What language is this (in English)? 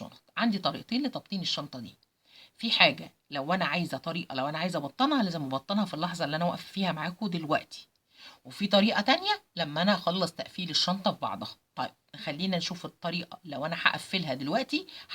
Egyptian Arabic